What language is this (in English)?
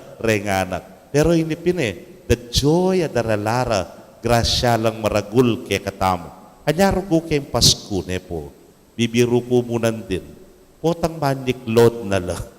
Pampanga